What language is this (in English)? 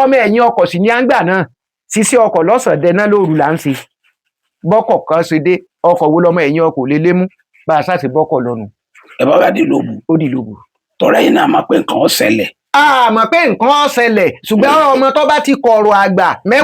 Yoruba